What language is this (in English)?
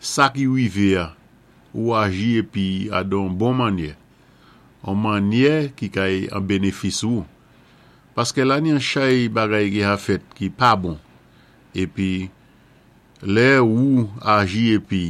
Saint Lucian Creole French